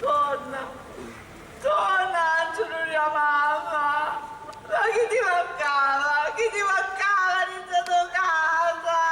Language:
Sicilian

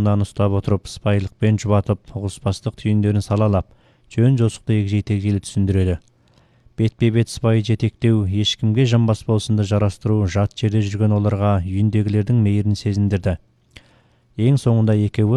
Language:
Kazakh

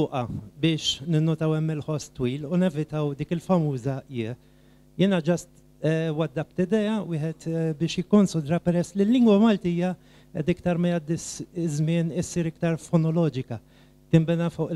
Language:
Maltese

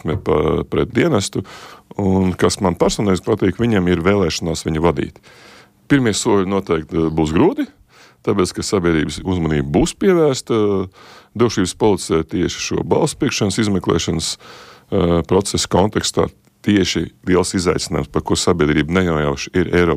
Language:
Latvian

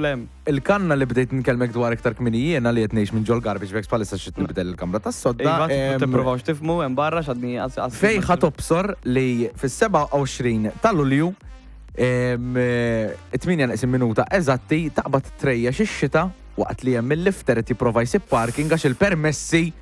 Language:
Maltese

